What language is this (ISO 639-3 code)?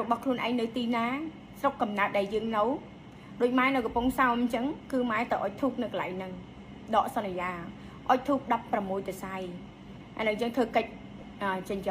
khm